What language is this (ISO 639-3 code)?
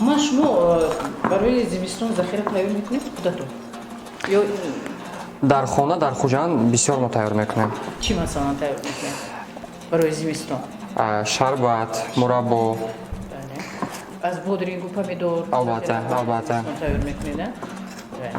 tgk